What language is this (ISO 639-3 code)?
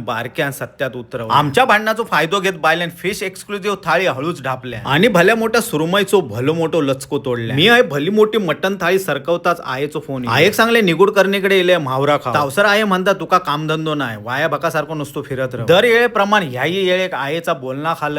kok